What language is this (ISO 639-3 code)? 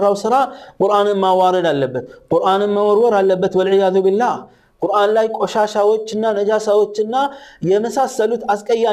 amh